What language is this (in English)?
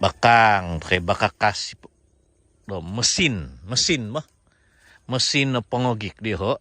Central Dusun